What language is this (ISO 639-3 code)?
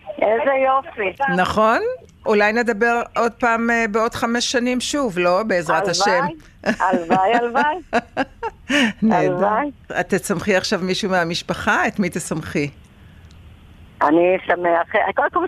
heb